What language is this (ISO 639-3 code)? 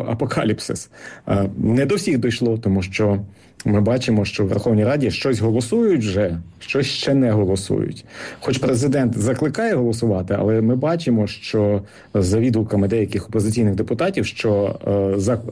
ukr